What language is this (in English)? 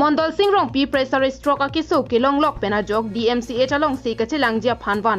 Karbi